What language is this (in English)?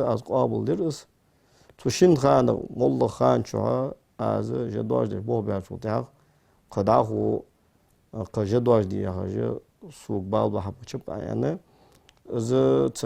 Ingush